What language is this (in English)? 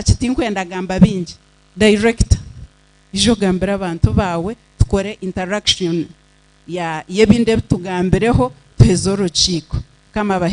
Nyankole